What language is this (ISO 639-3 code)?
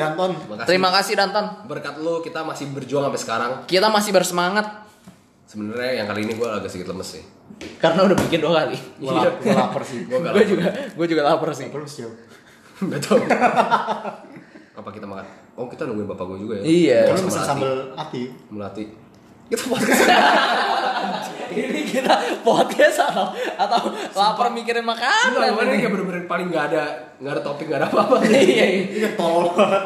ind